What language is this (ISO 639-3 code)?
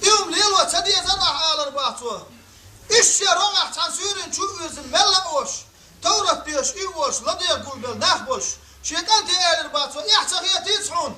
che